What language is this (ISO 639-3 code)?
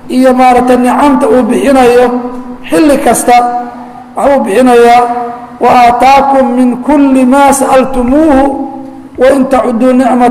som